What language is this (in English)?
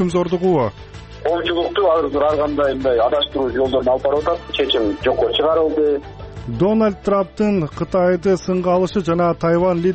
Kyrgyz